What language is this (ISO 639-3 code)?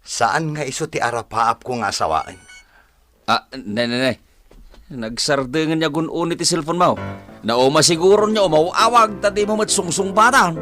ilo